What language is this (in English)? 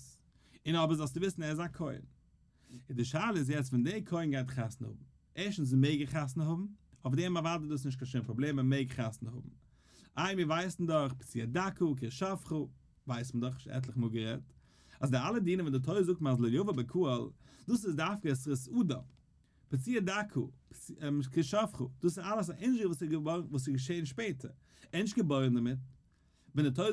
Yiddish